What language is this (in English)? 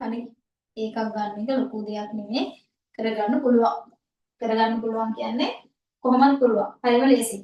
Sinhala